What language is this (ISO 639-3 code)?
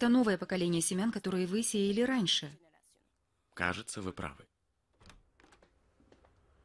rus